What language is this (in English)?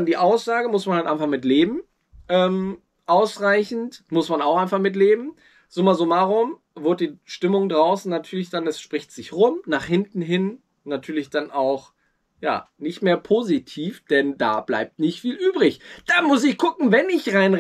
German